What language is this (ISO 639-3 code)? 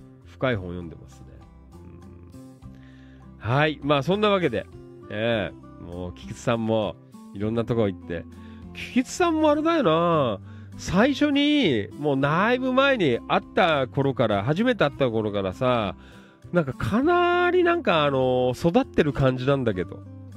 jpn